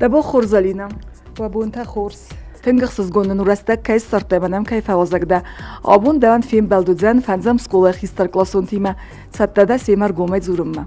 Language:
Ossetic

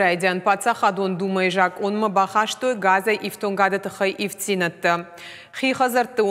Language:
Ossetic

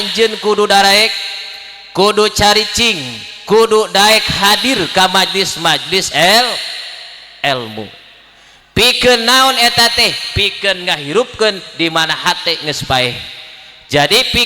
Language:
Sundanese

